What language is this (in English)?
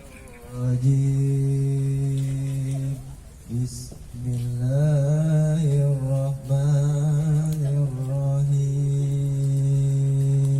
Betawi